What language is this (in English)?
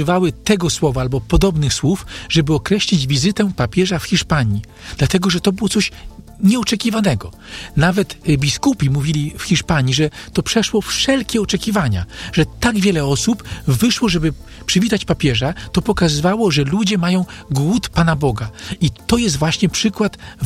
Polish